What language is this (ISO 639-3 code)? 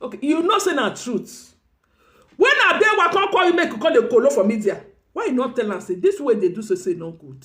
pcm